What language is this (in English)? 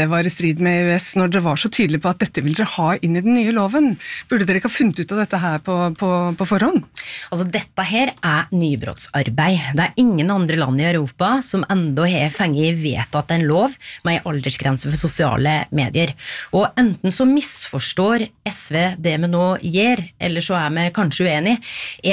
Norwegian